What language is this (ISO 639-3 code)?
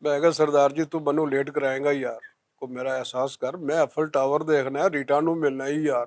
lah